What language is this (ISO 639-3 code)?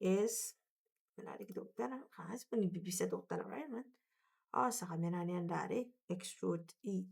gil